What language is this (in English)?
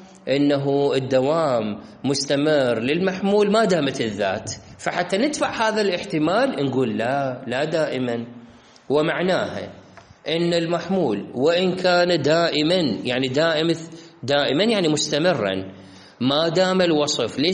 Mesopotamian Arabic